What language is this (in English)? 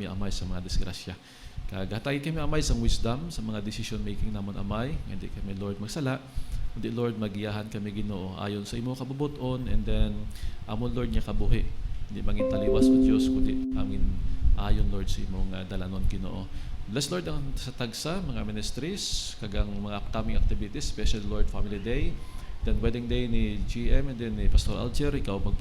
Hiligaynon